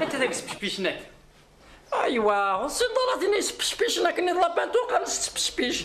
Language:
Kabyle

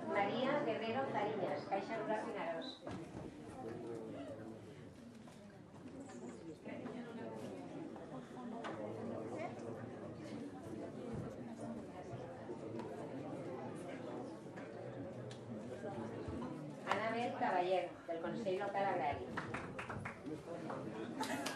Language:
Catalan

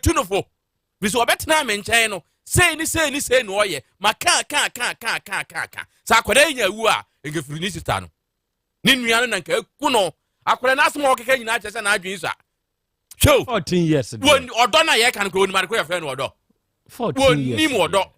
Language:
Akan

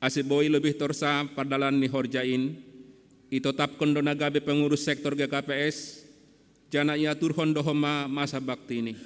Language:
Batak Simalungun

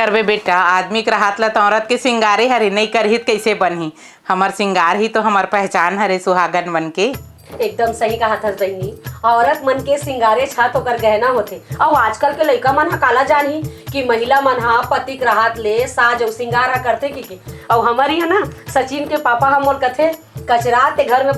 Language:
Chhattisgarhi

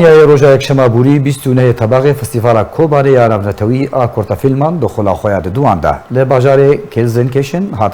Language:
Kurdish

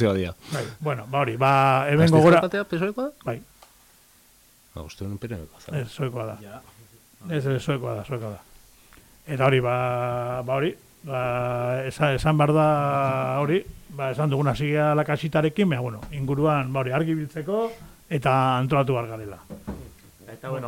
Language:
Basque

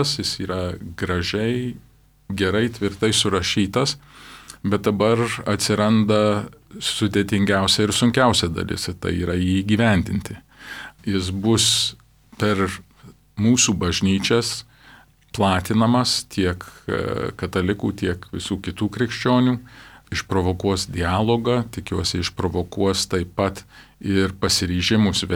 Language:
Lithuanian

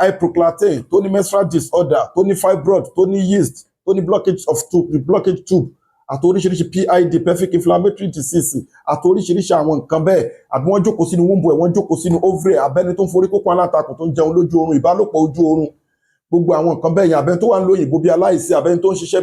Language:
Yoruba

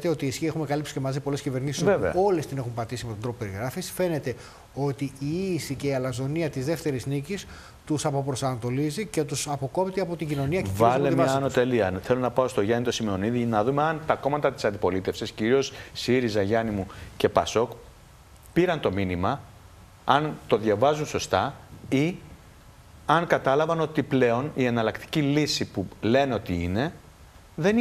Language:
Greek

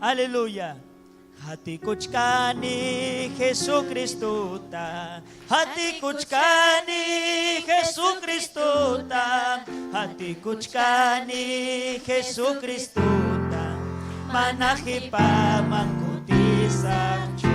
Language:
Ayacucho Quechua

